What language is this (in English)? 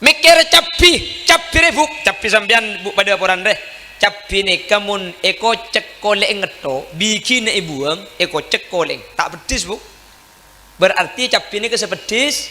Madurese